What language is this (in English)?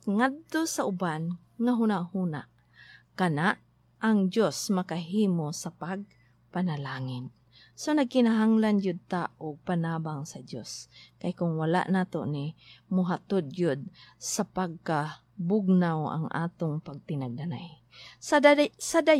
Cebuano